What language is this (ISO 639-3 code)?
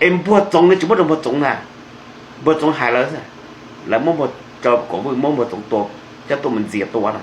hmn